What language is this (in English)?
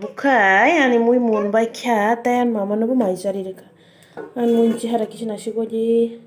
Kok Borok